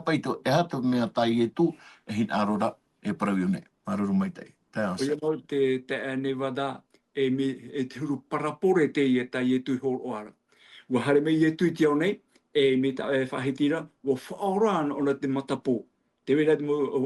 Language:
Tahitian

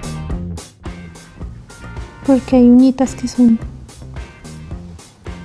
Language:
Spanish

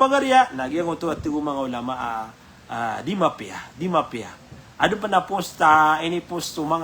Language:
Maranao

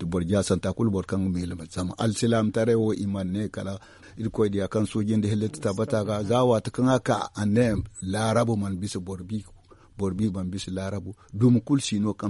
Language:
Zarma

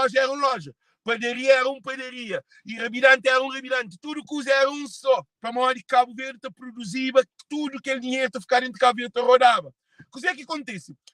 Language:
Kabuverdianu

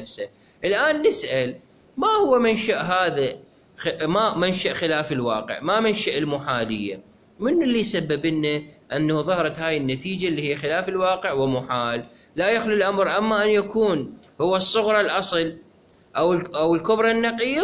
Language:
Mesopotamian Arabic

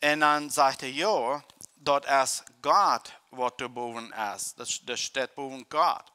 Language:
Plautdietsch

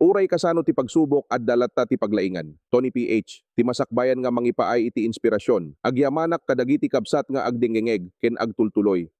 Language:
Iloko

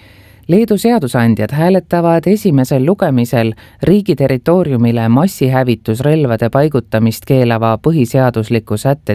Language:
Estonian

